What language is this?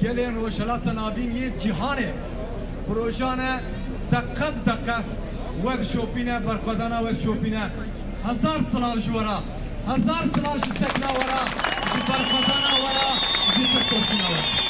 Kurdish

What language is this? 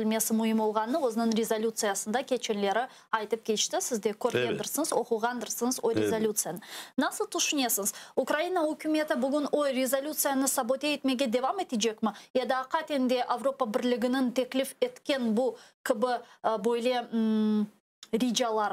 Crimean Tatar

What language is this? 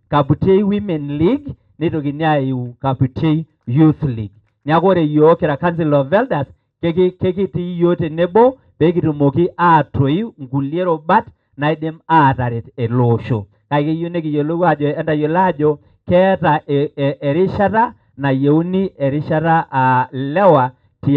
Masai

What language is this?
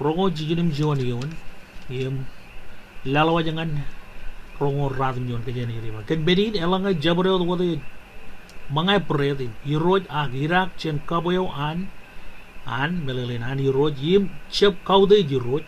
Marshallese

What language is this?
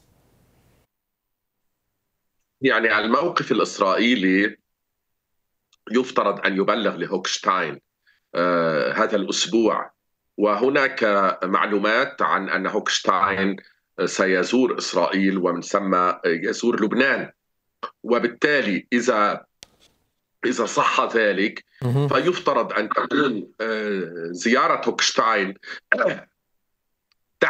Arabic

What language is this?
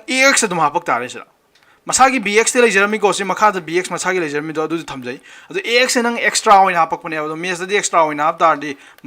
Manipuri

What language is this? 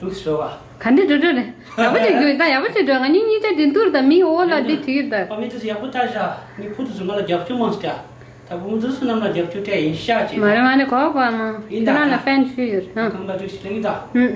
Tibetan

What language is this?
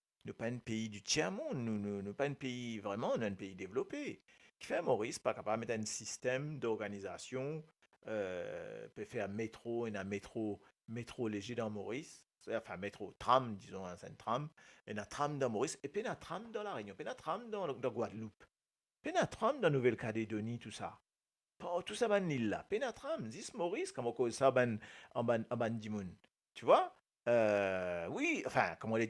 Morisyen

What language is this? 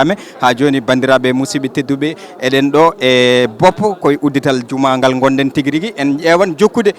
Fula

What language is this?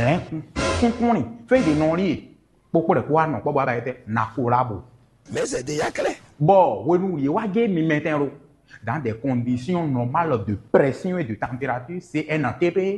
Fon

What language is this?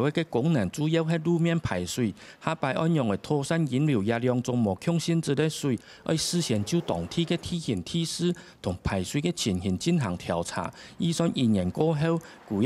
Hakka Chinese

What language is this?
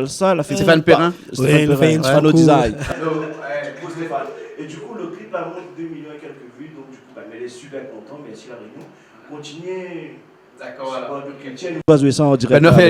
Réunion Creole French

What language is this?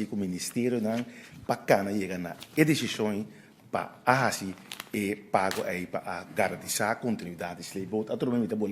Papiamento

